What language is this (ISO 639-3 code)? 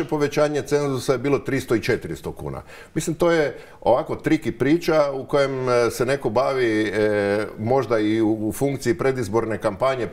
hrv